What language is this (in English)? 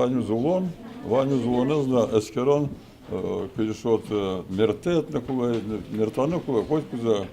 Udmurt